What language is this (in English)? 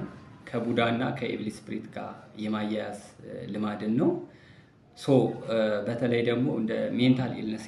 Amharic